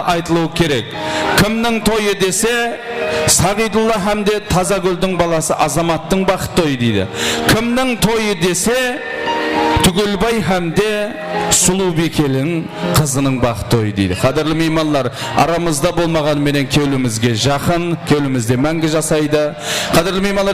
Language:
Kara-Kalpak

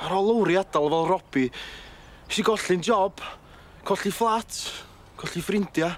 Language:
Welsh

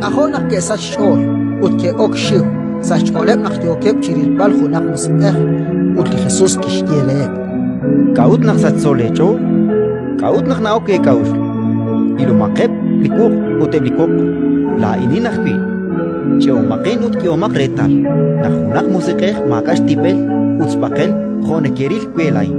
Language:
Kekchí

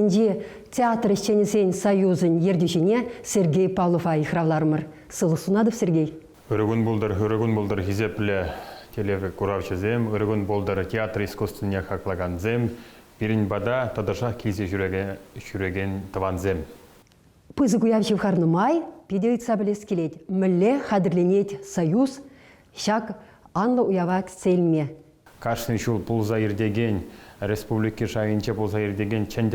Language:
Chuvash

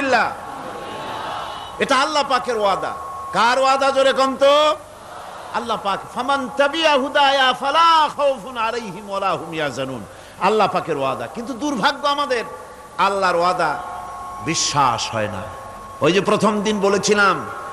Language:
Bangla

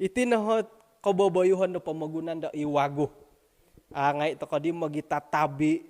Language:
Central Dusun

